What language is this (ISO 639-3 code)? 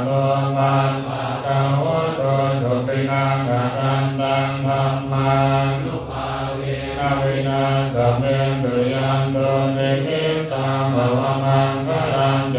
pli